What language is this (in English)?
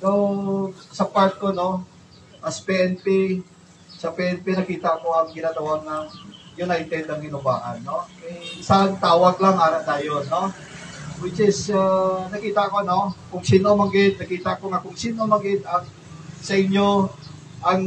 Hiligaynon